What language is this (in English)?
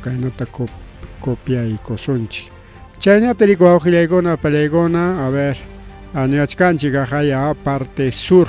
Ayacucho Quechua